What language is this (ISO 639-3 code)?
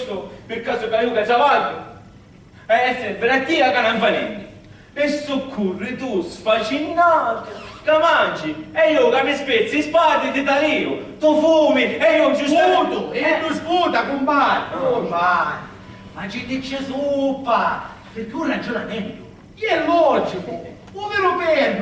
scn